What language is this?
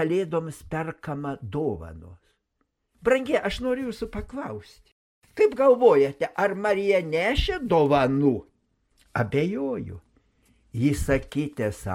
Lithuanian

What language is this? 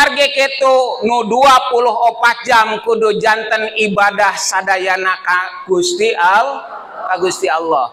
Sundanese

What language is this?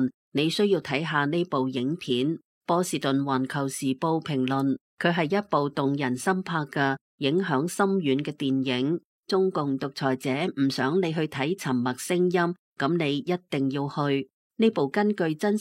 Cantonese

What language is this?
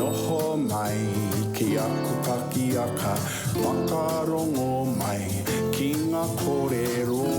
Māori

